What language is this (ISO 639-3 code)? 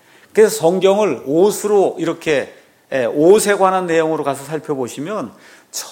kor